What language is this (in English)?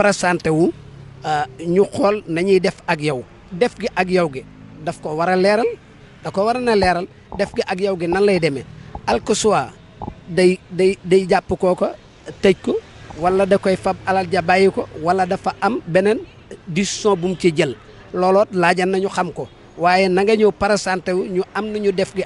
Wolof